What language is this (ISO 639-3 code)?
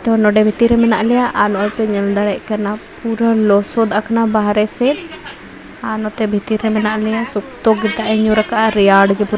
sat